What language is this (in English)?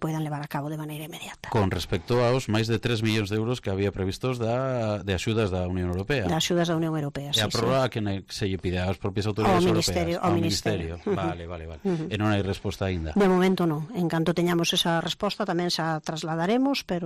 Galician